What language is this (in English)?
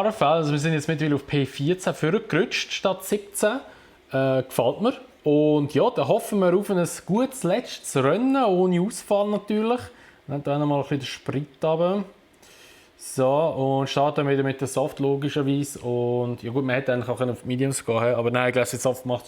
Swiss German